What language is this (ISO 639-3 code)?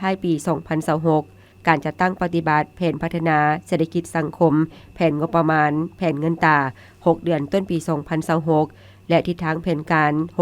lao